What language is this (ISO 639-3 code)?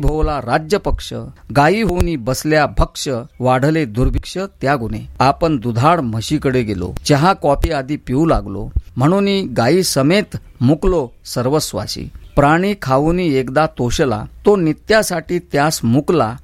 mar